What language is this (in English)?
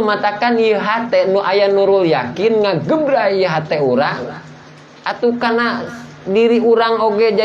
Sundanese